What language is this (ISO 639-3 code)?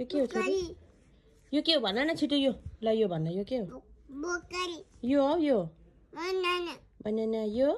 nep